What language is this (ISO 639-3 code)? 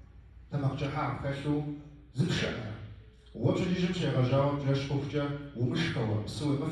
kbd